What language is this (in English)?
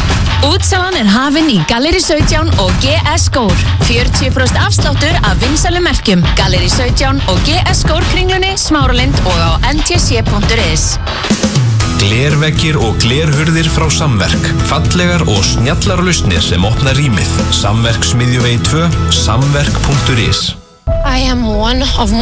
Icelandic